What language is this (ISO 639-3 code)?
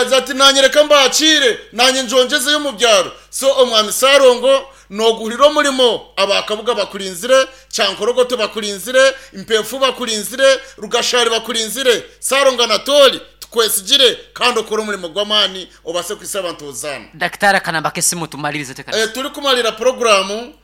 nyn